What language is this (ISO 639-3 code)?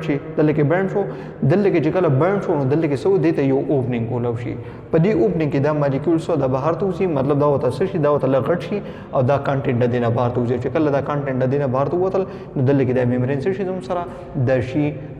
pus